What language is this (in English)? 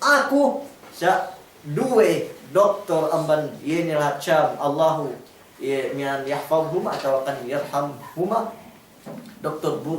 Yakan